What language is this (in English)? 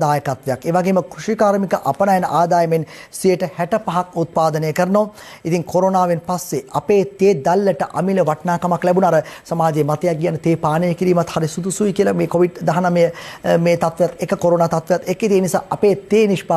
Sinhala